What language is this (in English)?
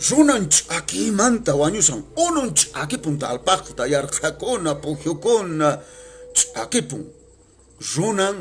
Quechua